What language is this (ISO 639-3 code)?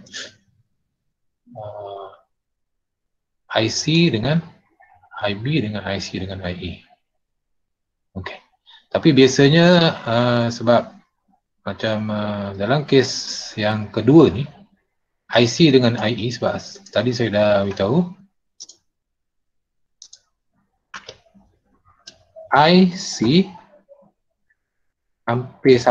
msa